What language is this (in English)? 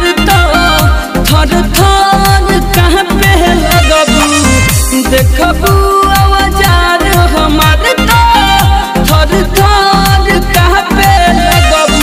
Bhojpuri